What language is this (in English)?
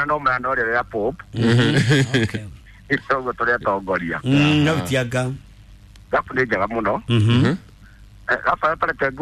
Kikuyu